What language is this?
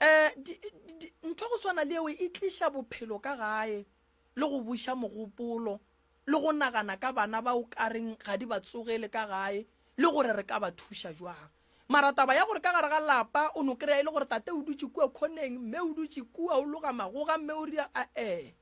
Northern Sotho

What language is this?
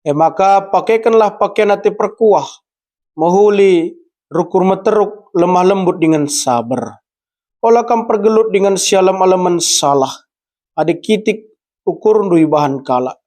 Batak Karo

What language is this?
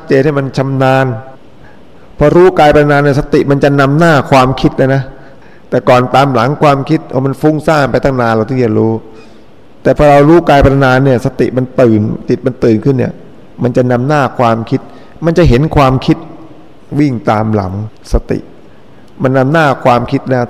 Thai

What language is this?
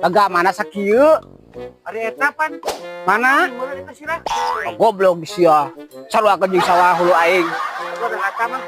Sundanese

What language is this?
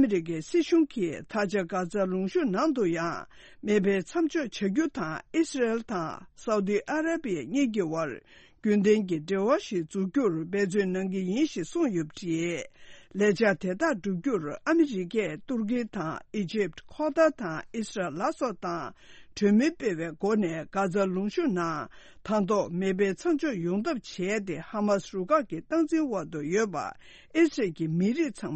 Tibetan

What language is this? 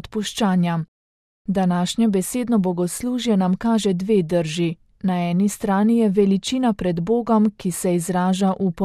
Slovenian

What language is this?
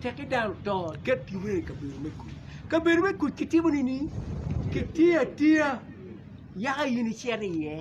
Acoli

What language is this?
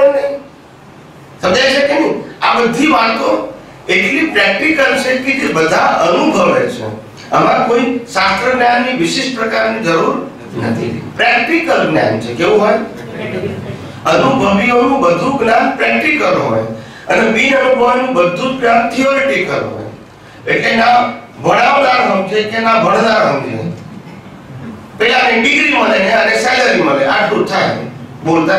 Gujarati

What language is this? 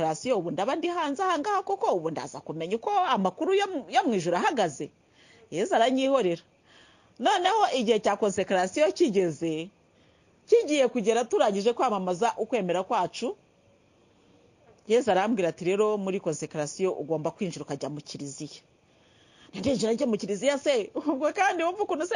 Kinyarwanda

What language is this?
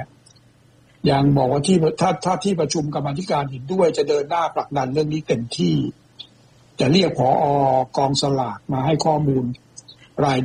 Thai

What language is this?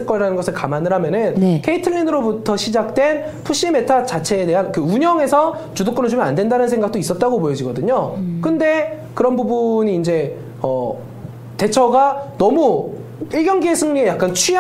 Korean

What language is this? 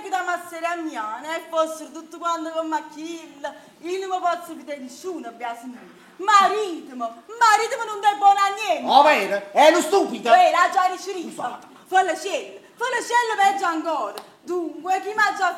Neapolitan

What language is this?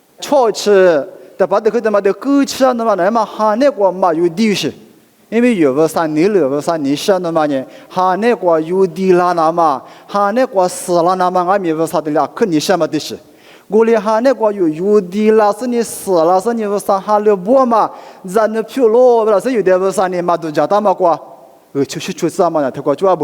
Lisu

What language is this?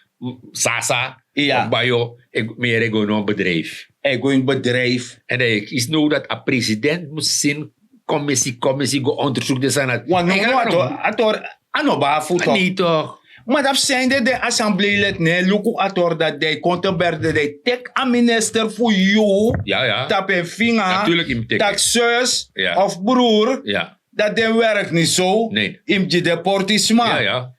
Sranan Tongo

